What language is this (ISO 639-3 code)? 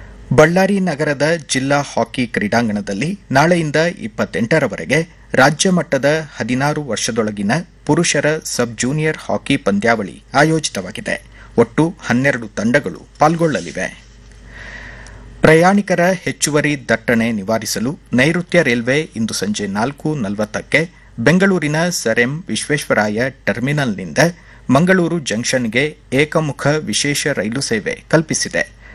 kan